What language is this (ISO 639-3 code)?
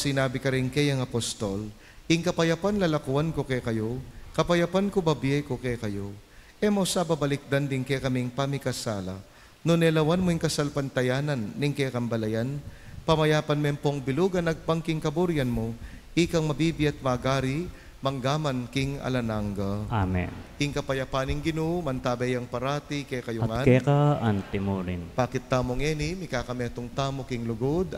pam